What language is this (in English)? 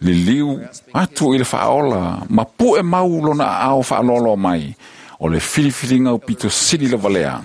Samoan